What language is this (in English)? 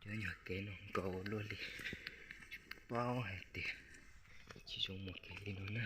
Hmong